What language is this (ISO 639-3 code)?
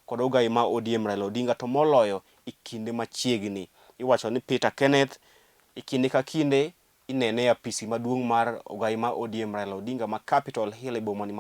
luo